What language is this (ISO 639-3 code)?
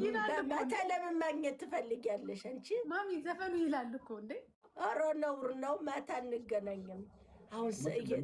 amh